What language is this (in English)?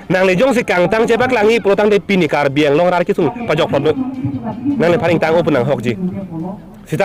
Karbi